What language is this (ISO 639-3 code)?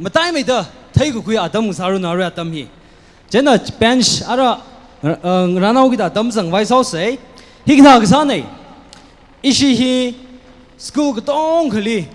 nmf